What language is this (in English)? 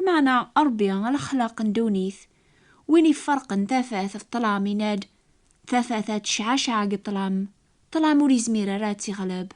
Kabyle